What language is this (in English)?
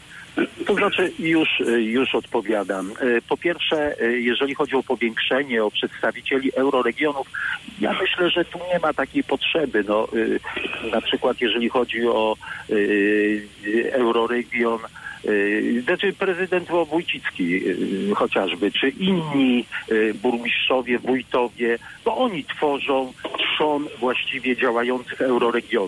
Polish